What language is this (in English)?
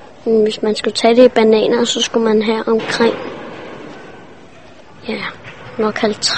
Danish